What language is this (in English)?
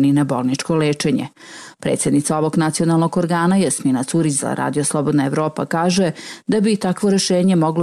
Bosnian